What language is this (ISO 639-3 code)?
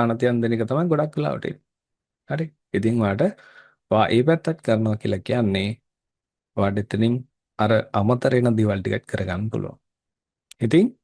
sin